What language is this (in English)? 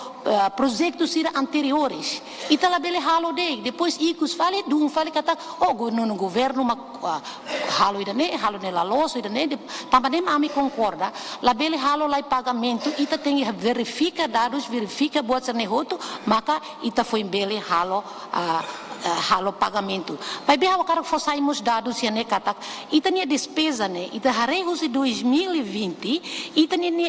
Tetum